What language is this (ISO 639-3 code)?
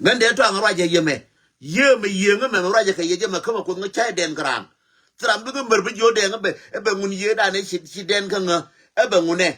nus